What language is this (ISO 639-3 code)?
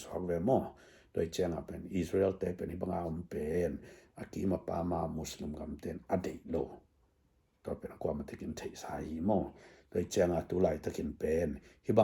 ctd